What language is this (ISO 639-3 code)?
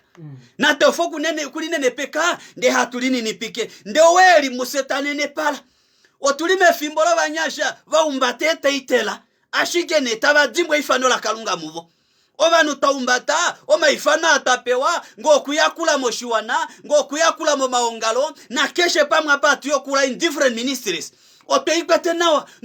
kua